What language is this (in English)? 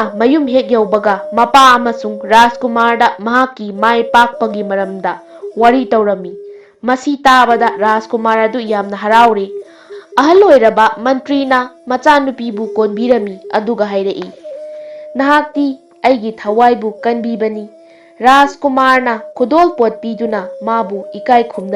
Manipuri